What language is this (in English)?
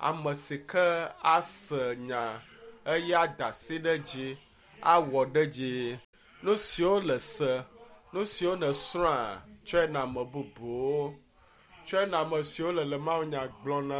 Ewe